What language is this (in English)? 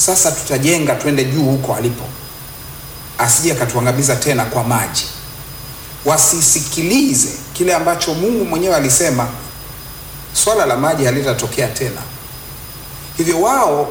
Swahili